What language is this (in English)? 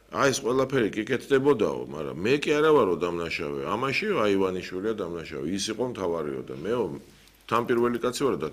Georgian